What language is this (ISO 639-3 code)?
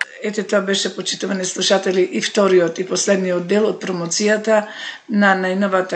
mkd